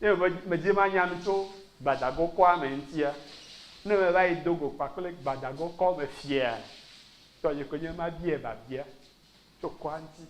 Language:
Ewe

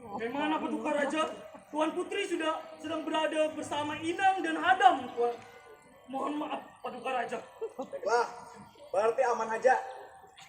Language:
Banjar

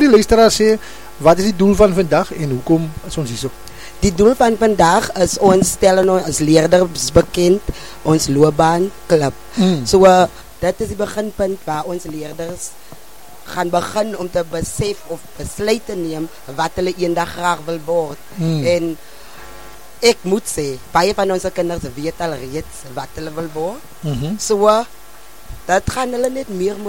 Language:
Afrikaans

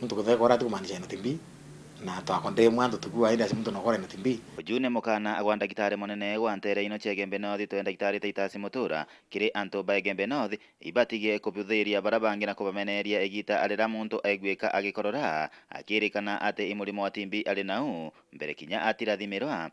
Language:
Meru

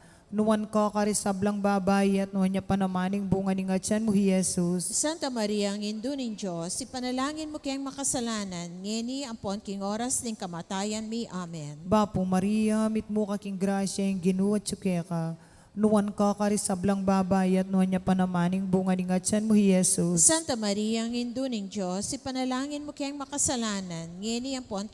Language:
Pampanga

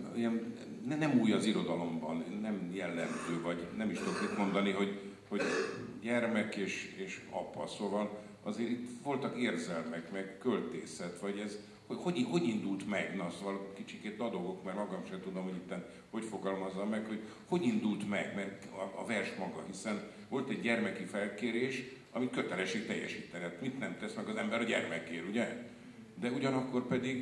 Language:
Hungarian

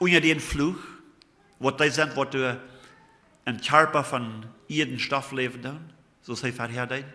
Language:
Plautdietsch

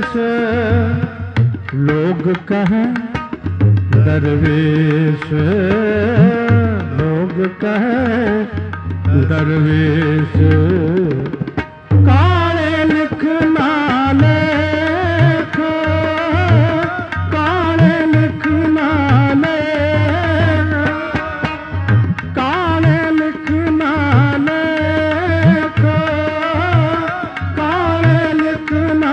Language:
Punjabi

